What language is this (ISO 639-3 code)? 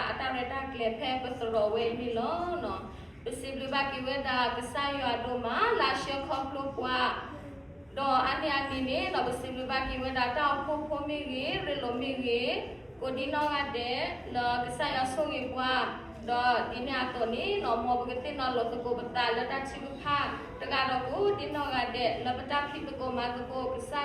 ksw